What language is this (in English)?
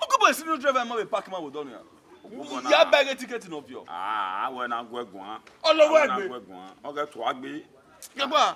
Bini